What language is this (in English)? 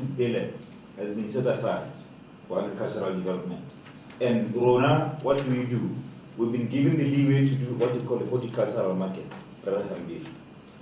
Tswana